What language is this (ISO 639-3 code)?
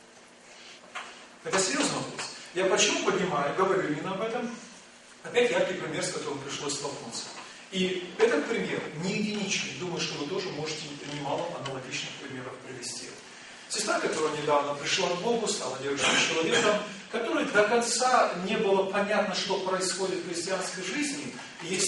rus